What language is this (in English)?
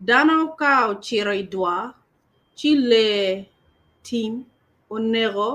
Acoli